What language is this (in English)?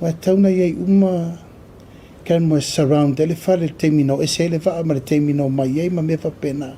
Samoan